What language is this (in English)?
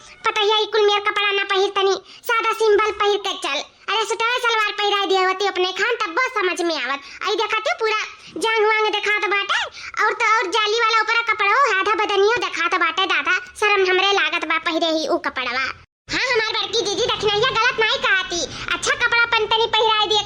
Awadhi